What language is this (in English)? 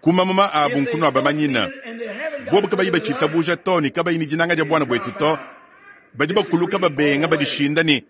Luba-Lulua